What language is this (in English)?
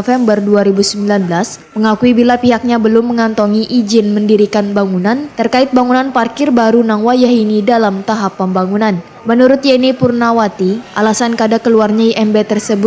Banjar